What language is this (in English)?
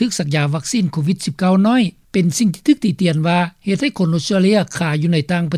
Lao